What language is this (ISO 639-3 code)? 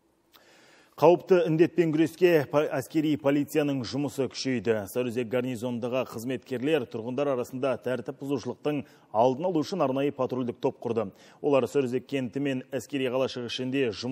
kaz